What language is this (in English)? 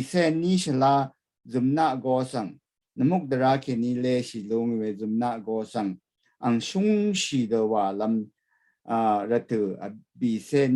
Rawang